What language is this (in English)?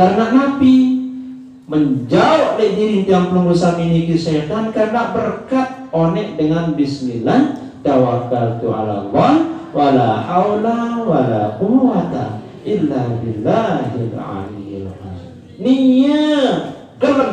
Sasak